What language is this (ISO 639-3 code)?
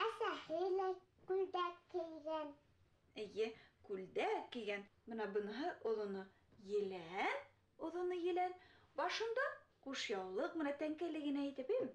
bak